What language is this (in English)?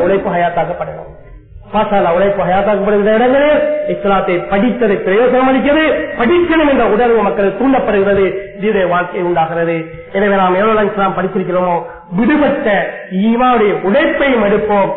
Tamil